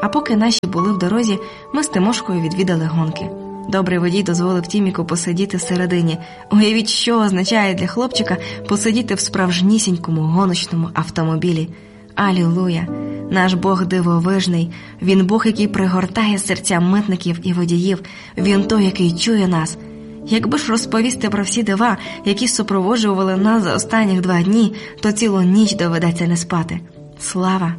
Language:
Ukrainian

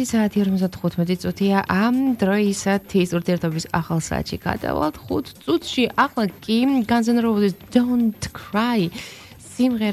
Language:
Georgian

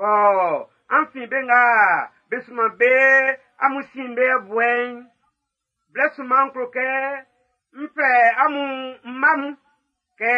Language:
Baoulé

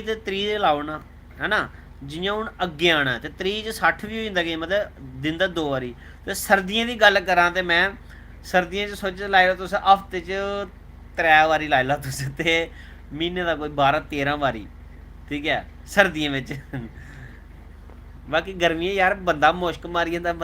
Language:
Dogri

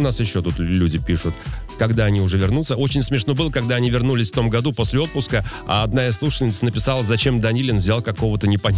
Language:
Russian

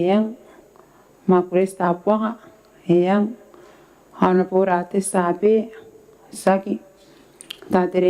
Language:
Gilbertese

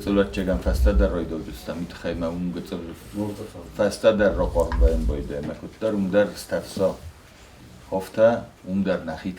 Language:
Ossetic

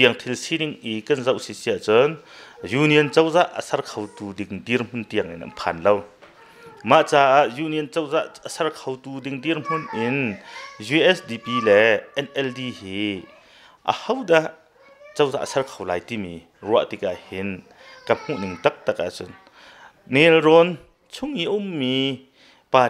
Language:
Hakha Chin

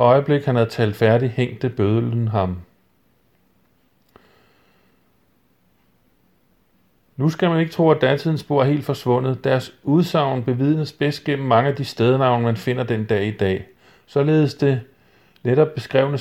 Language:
Danish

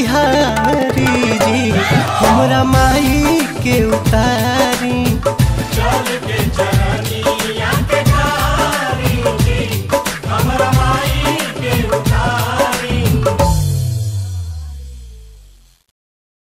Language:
Bhojpuri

